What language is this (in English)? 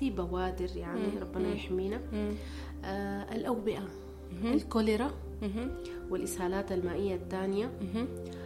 Sudanese Arabic